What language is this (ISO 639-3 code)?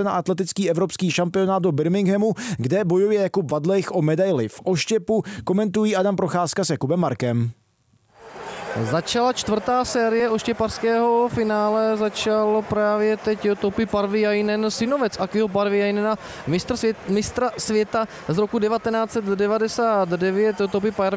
ces